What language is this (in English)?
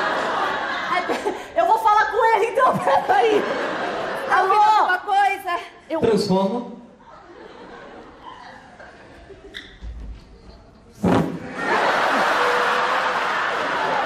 Portuguese